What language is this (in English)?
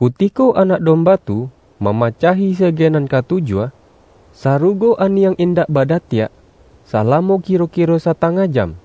Minangkabau